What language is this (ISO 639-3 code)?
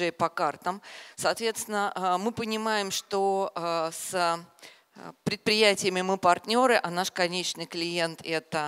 rus